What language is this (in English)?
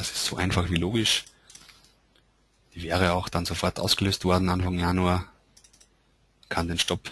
German